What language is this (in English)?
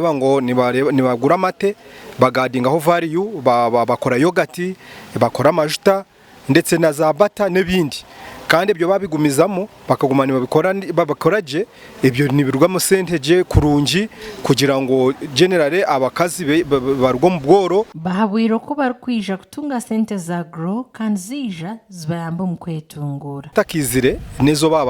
Nyankole